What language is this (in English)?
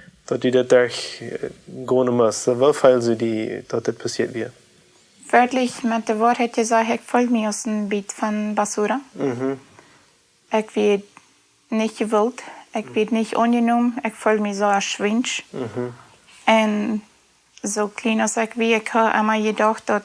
Plautdietsch